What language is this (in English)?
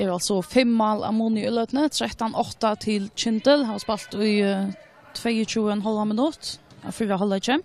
Faroese